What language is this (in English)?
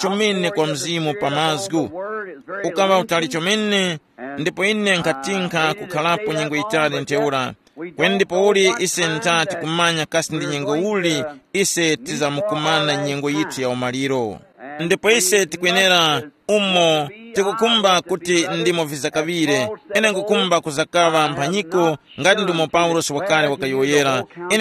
Tumbuka